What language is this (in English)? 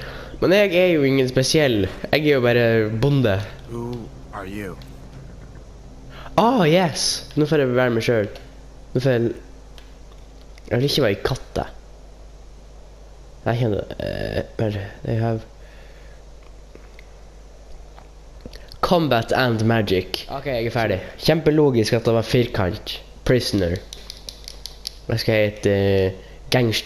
Norwegian